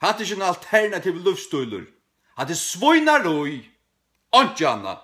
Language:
Faroese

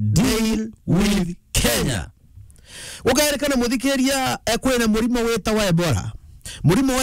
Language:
Meru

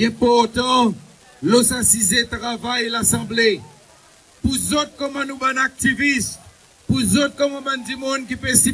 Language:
Seselwa Creole French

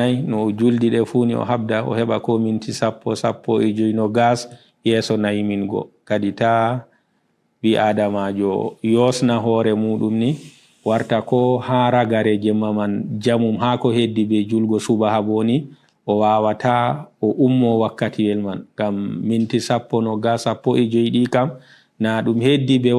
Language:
Fula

